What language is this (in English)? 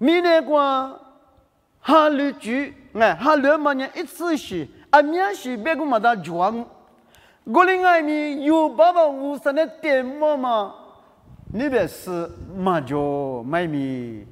Lisu